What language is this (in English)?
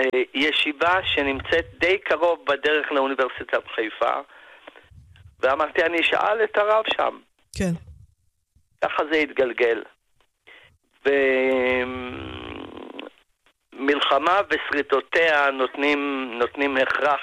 Hebrew